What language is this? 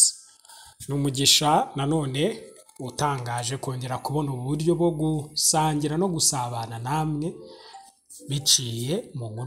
Kinyarwanda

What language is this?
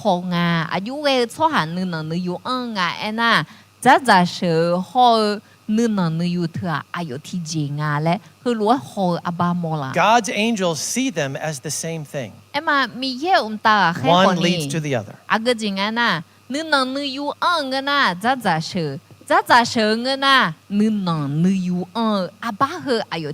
Akha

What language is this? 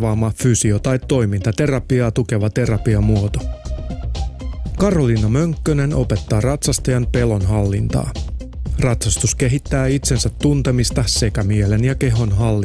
Finnish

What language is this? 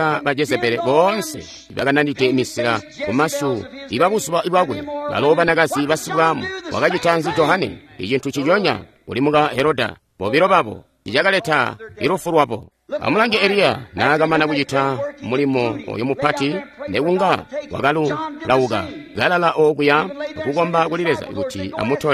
Tonga (Zambia)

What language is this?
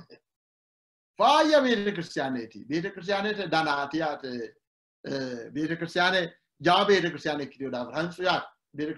Sidamo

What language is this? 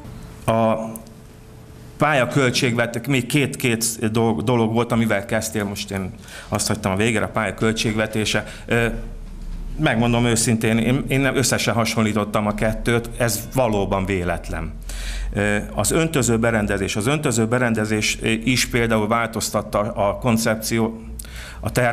Hungarian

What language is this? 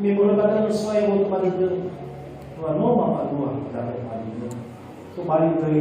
Nias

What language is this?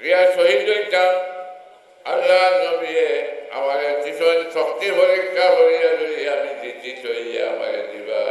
Sylheti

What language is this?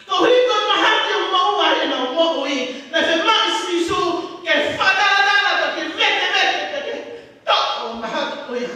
Tongan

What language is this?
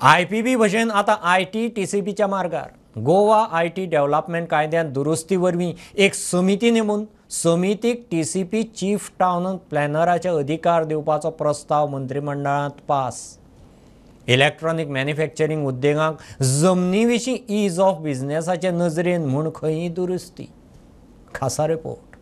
Konkani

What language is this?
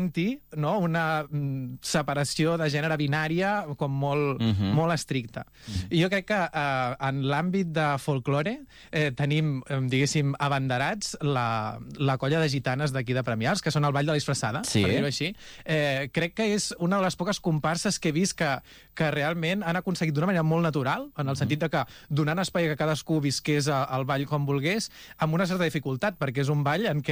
Catalan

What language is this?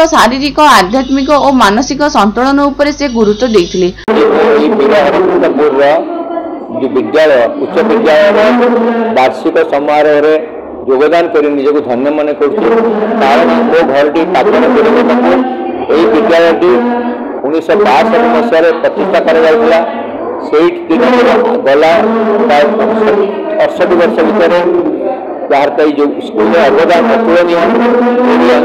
Odia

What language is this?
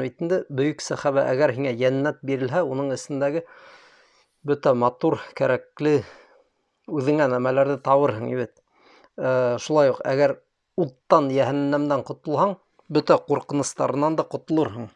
Bashkir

